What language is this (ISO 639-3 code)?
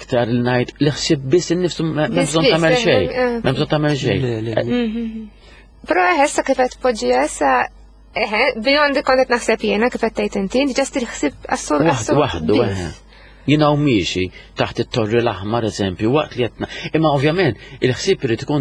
mlt